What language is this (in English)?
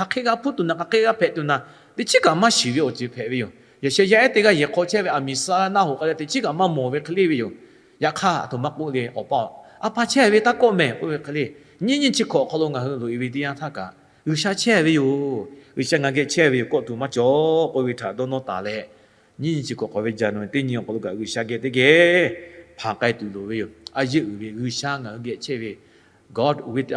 Lahu